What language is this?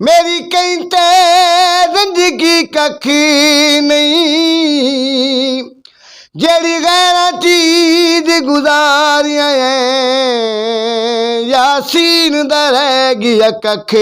Saraiki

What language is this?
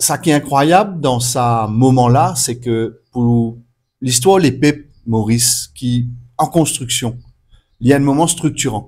Morisyen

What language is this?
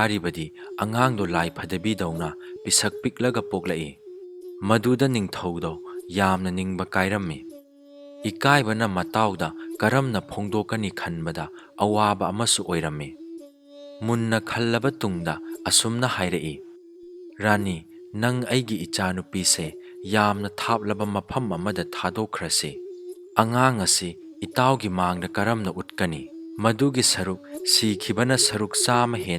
Manipuri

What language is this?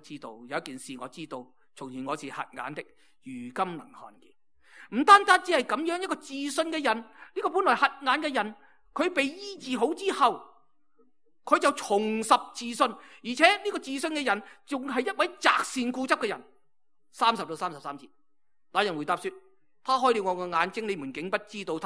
Cantonese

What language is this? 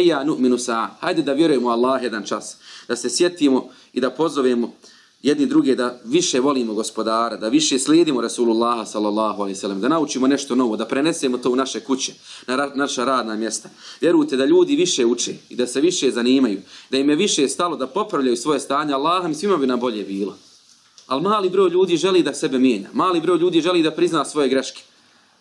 Bosnian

